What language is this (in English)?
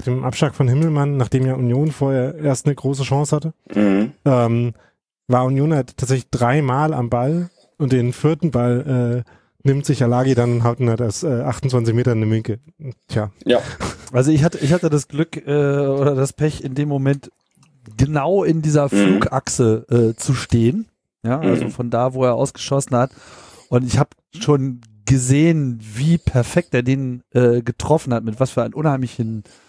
German